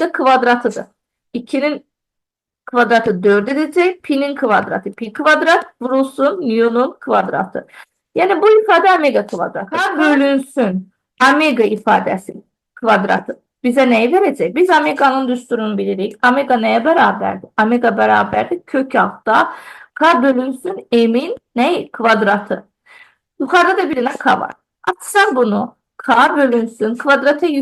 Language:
Azerbaijani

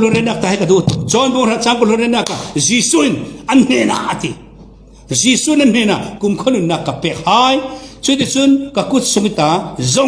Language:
Falam Chin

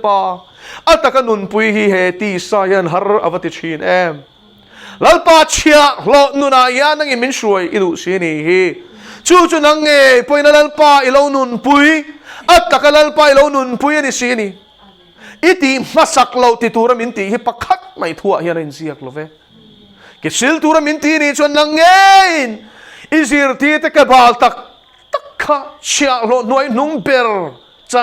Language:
Mizo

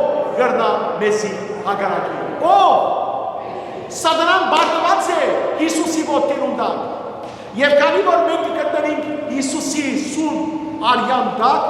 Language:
Western Armenian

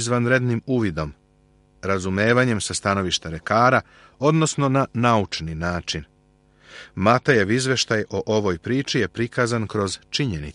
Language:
Serbian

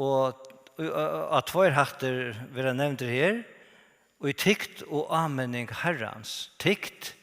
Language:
Faroese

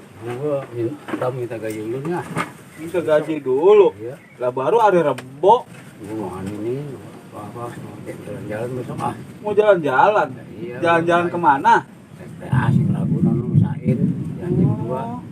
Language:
Betawi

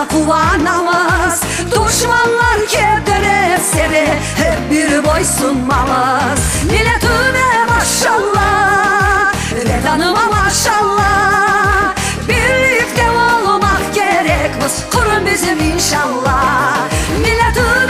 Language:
Crimean Tatar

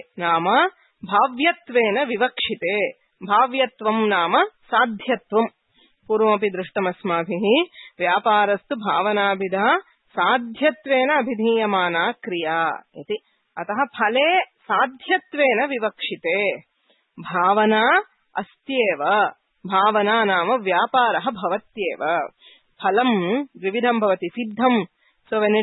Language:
Sanskrit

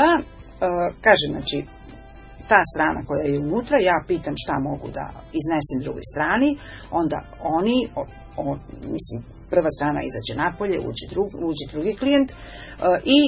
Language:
Serbian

